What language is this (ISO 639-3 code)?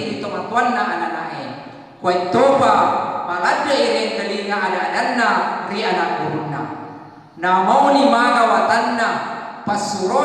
bug